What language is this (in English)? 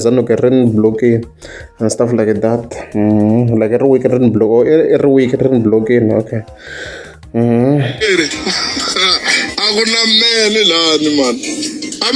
Tsonga